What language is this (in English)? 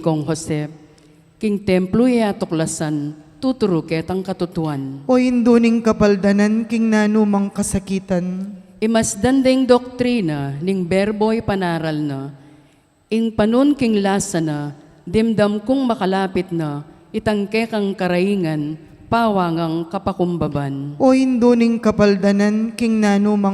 Pampanga